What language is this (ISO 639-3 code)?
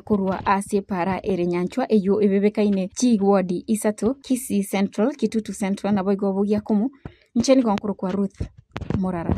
guz